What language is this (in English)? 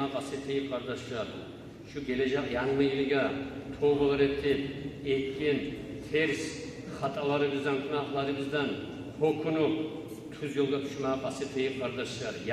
Kumyk